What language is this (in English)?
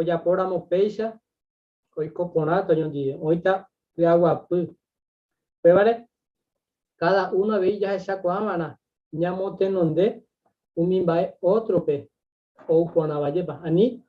Guarani